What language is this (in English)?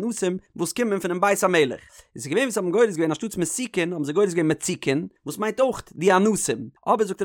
Yiddish